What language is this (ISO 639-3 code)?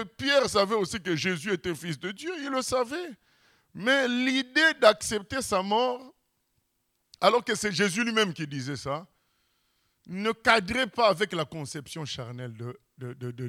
fra